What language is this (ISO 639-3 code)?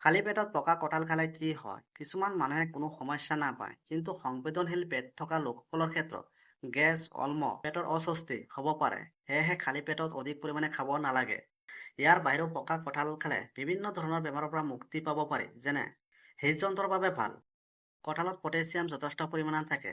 asm